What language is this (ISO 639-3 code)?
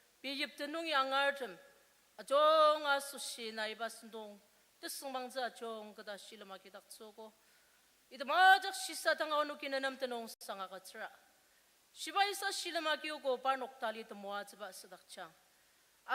njo